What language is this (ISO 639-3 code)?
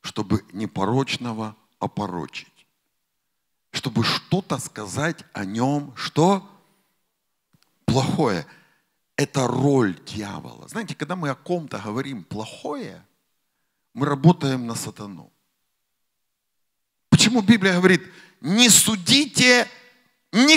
rus